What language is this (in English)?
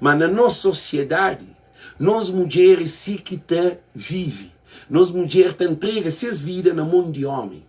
Kabuverdianu